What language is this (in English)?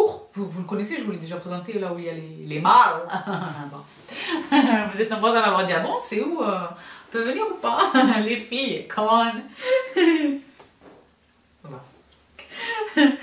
French